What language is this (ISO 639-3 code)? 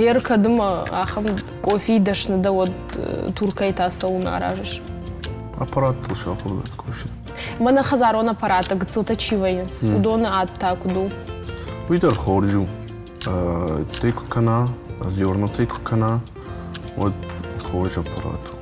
oss